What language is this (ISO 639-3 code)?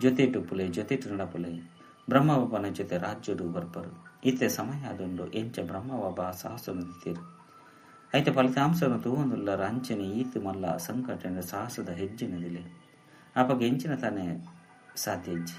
tcy